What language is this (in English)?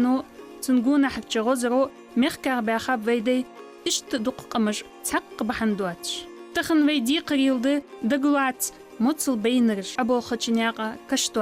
Ingush